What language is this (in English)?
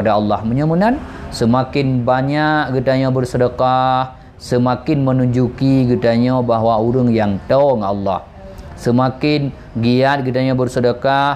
Achinese